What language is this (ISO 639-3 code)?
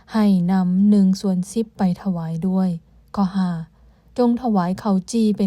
lao